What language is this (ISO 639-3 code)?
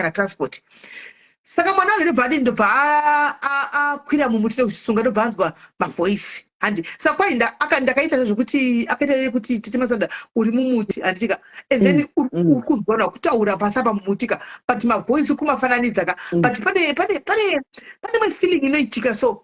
sna